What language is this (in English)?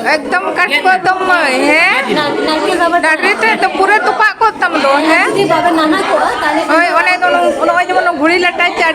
Santali